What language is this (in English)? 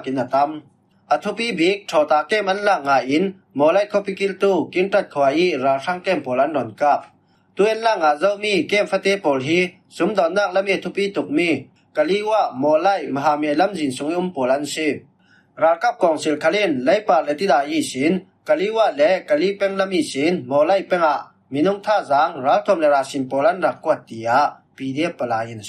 Falam Chin